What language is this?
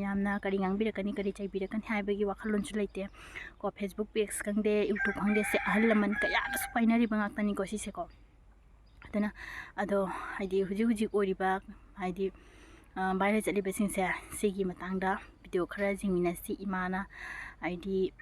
Manipuri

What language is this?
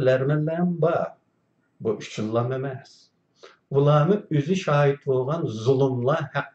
Uyghur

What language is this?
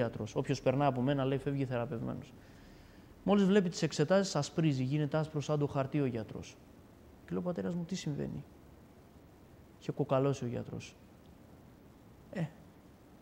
Greek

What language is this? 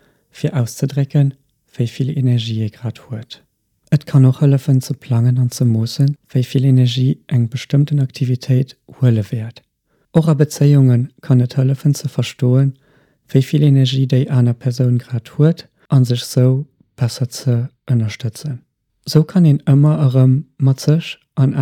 Luxembourgish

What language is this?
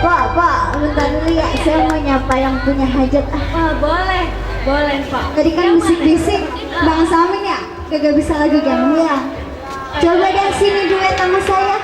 Betawi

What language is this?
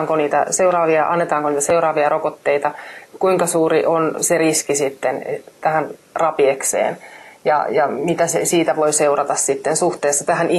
Finnish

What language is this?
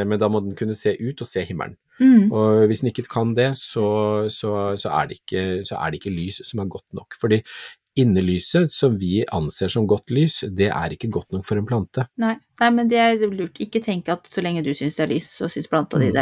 Norwegian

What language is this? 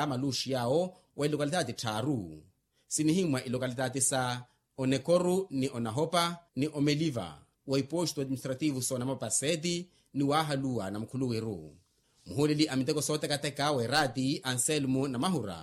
Makhuwa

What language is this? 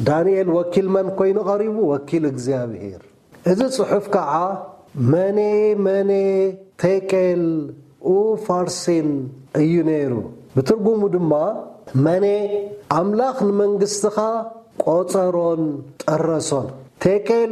Tigrinya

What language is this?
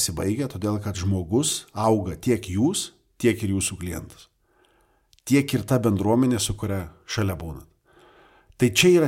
Lithuanian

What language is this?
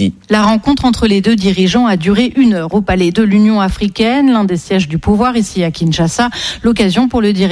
French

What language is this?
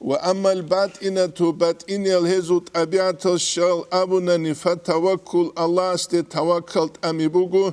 Avaric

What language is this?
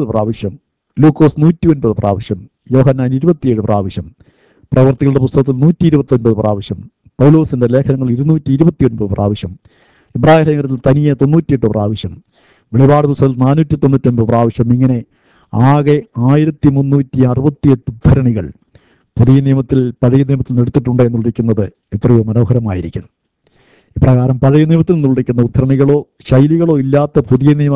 Malayalam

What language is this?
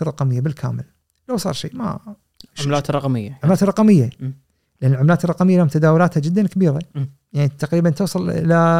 Gulf Arabic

